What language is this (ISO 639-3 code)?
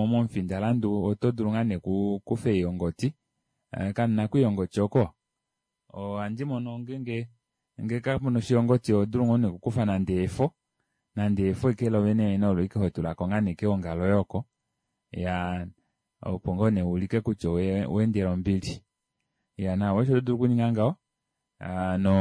kua